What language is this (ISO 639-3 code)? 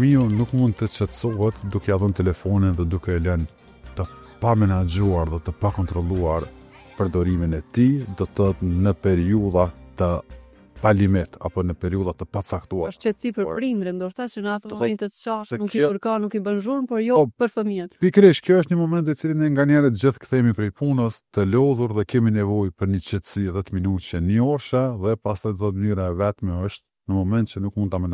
sqi